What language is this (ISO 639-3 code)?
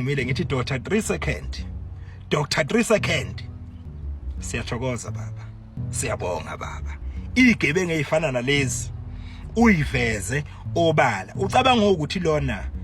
zul